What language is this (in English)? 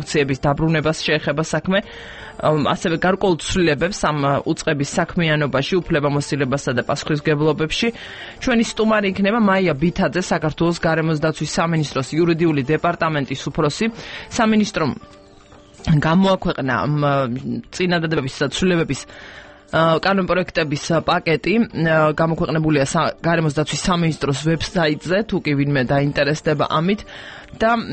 Georgian